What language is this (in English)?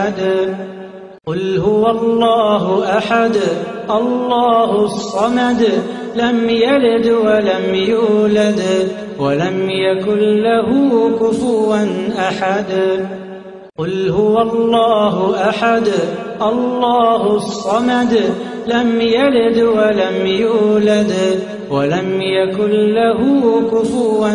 Arabic